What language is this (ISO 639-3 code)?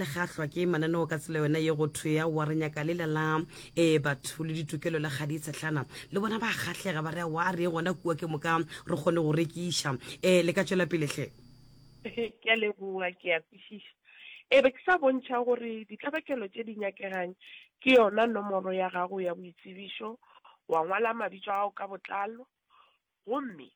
nso